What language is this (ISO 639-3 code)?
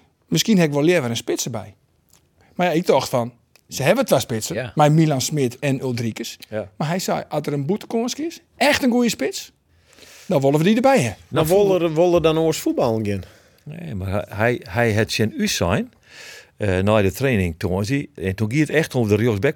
fry